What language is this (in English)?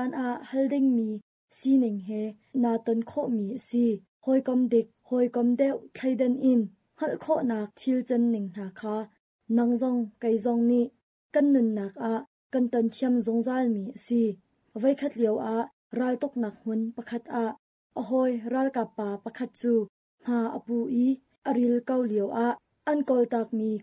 Hakha Chin